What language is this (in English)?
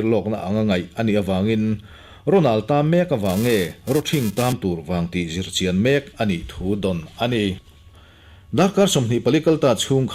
Mizo